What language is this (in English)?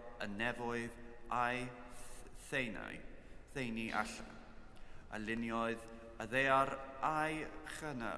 Welsh